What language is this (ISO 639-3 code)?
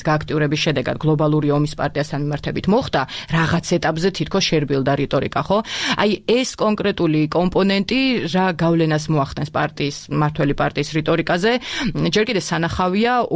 kat